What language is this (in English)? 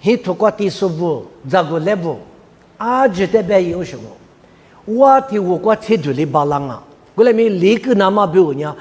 Lisu